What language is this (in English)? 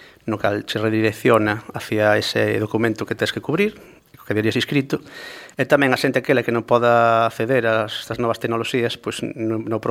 Galician